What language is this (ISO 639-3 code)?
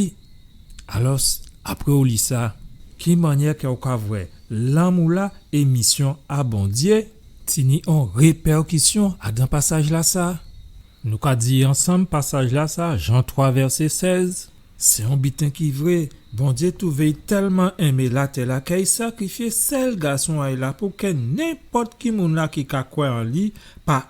gcf